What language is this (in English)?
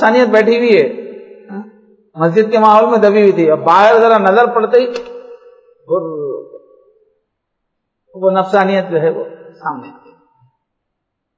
Urdu